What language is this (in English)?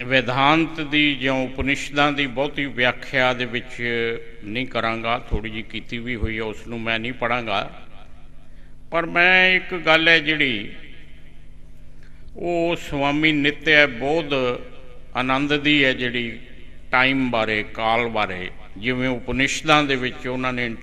Punjabi